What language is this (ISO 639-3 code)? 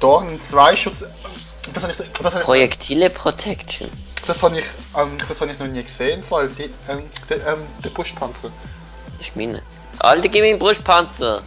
gsw